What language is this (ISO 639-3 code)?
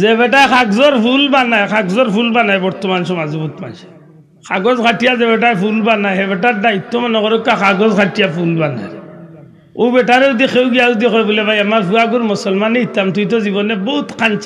syl